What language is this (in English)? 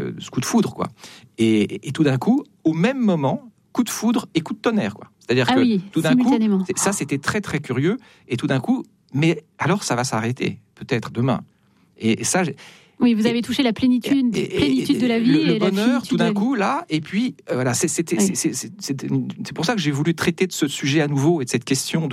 French